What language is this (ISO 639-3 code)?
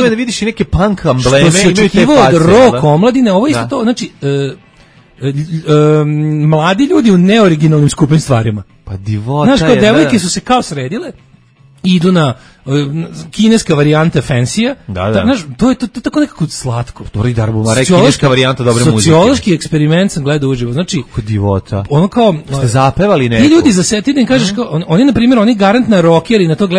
srp